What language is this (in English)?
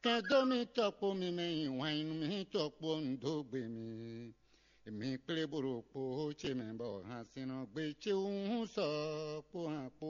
Fon